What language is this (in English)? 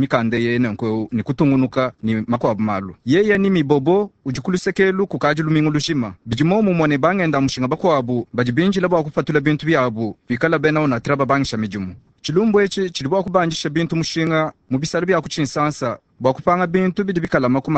Luba-Lulua